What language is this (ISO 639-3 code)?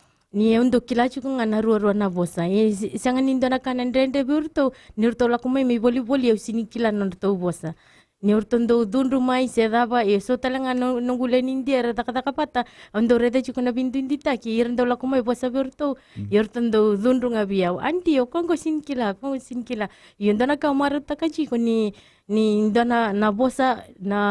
fij